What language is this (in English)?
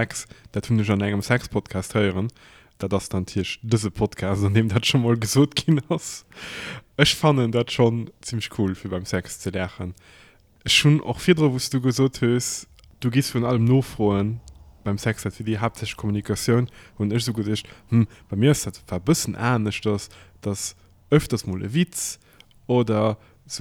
Luxembourgish